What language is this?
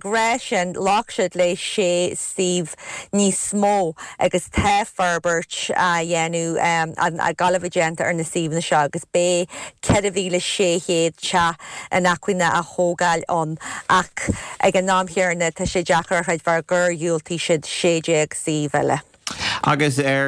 Irish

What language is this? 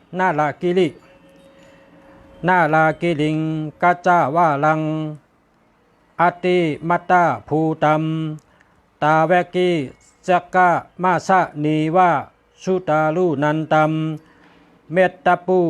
Shan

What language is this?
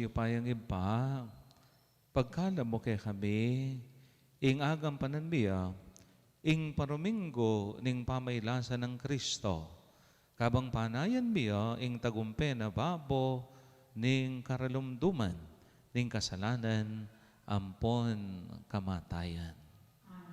Pampanga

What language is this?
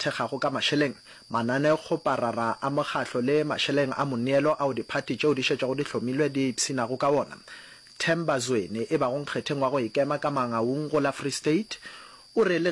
Northern Sotho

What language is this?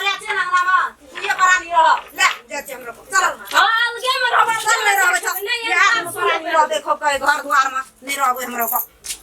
Maithili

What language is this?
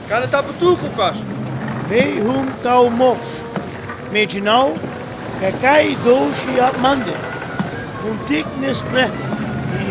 Sinte Romani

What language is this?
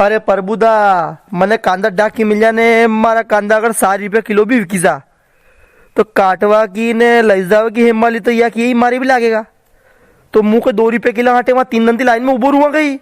Rajasthani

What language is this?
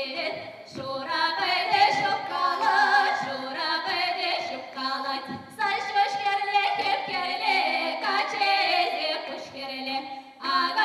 Chuvash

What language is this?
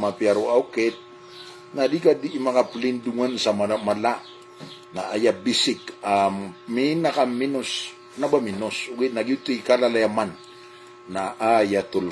Maranao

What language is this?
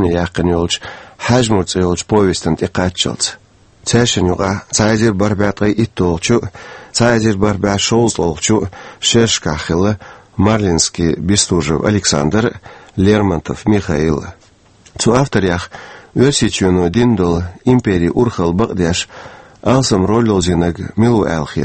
Chechen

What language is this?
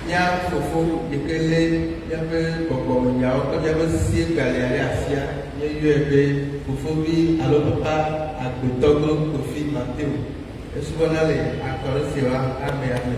Ewe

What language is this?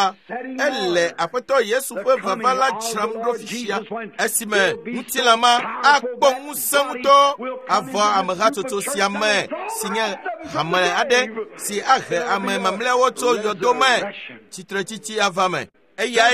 Ewe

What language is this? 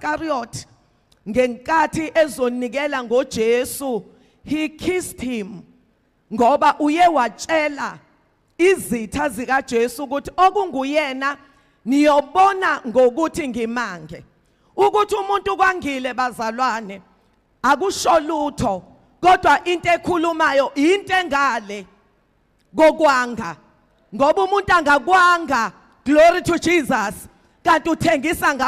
Zulu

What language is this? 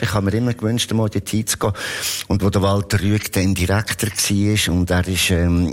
German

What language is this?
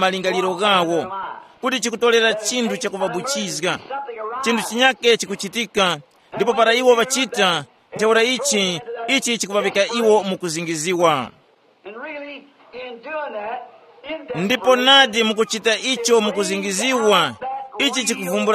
Tumbuka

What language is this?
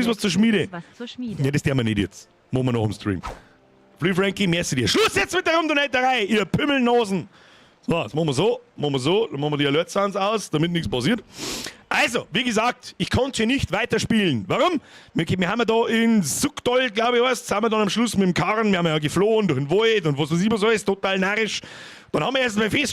Bavarian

